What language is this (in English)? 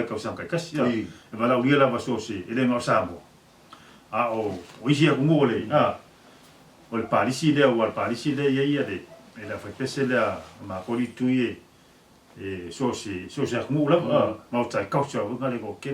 Samoan